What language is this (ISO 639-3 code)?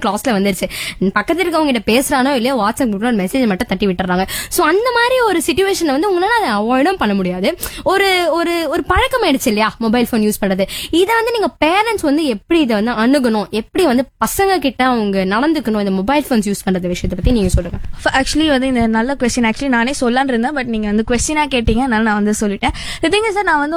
tam